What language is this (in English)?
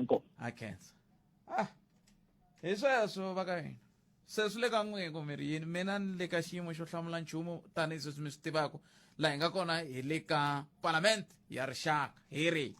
Tsonga